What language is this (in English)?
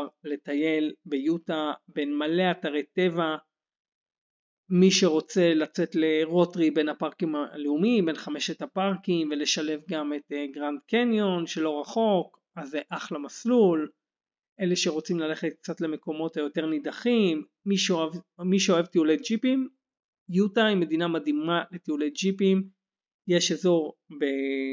Hebrew